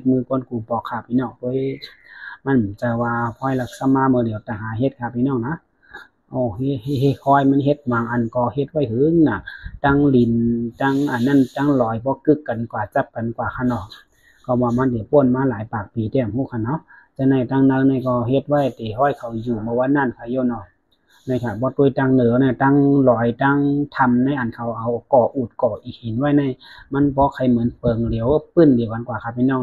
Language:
Shan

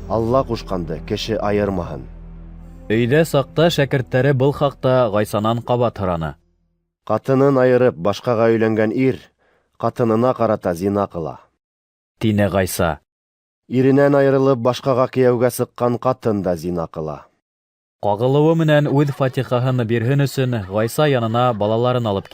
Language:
Bashkir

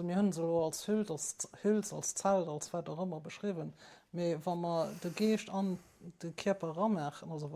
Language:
Luxembourgish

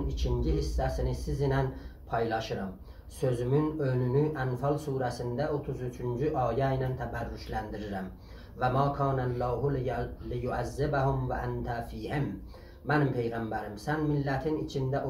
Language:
South Azerbaijani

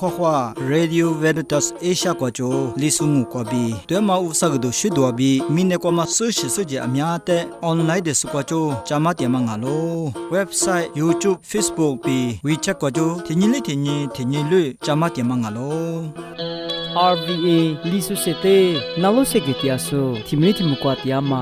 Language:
Lisu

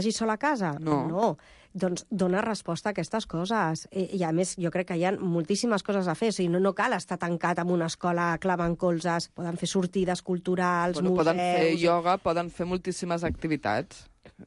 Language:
Catalan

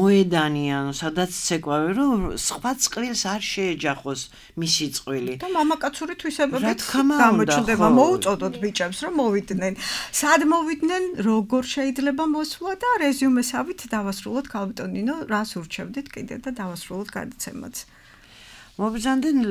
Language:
Georgian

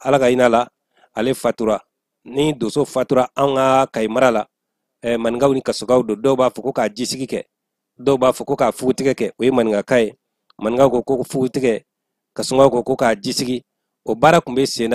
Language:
Bambara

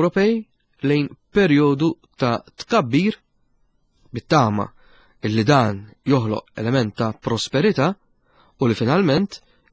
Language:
Maltese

